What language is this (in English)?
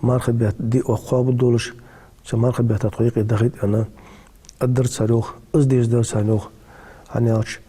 Ingush